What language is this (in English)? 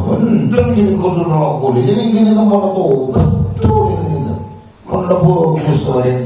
Madurese